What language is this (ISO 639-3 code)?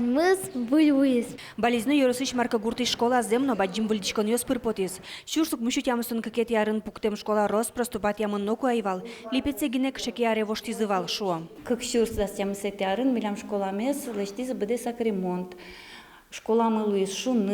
udm